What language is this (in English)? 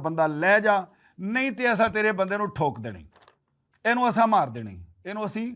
Western Panjabi